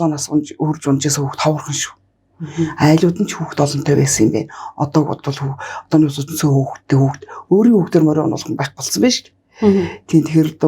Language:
Mongolian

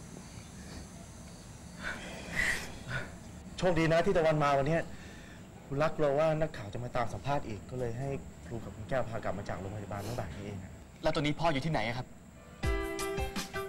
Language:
Thai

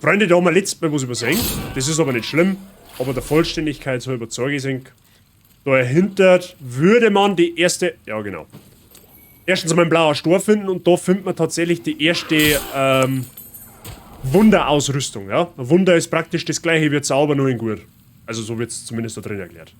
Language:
Bavarian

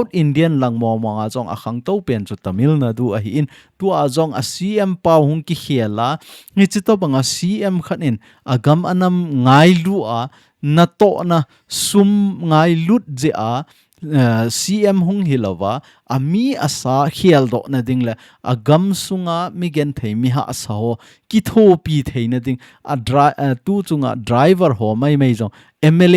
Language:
Thado Chin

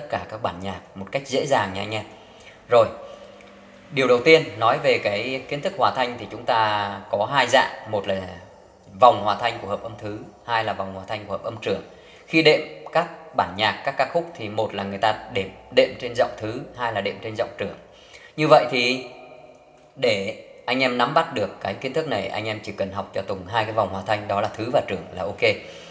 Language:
Vietnamese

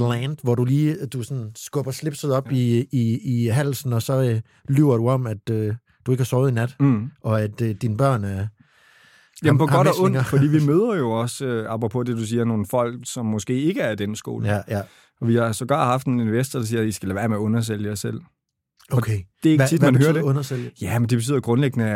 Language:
Danish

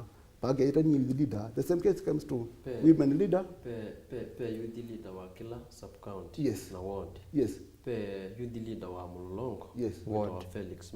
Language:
Kamba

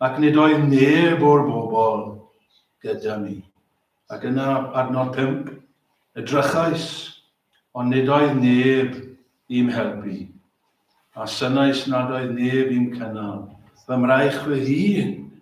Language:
Welsh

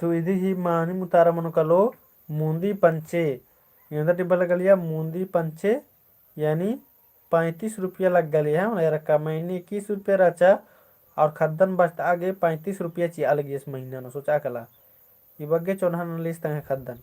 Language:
Kurukh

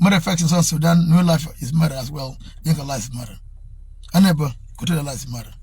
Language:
Nuer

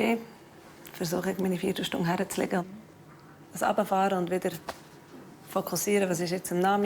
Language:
Swiss German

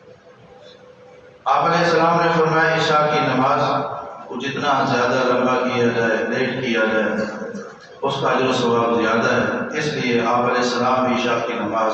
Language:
Urdu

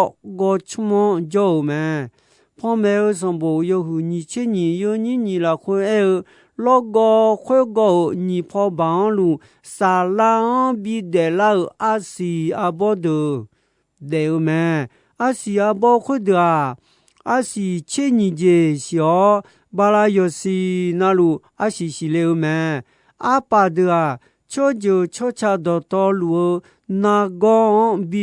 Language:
Akha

